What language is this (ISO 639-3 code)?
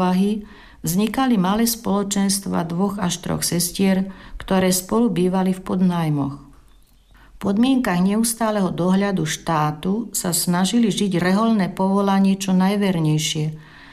slk